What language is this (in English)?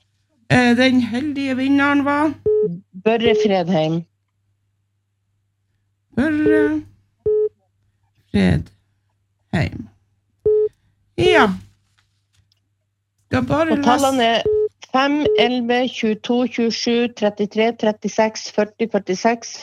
Norwegian